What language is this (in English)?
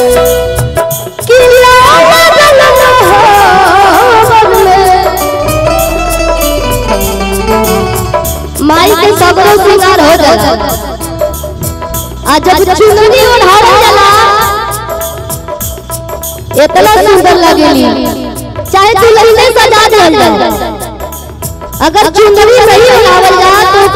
Bhojpuri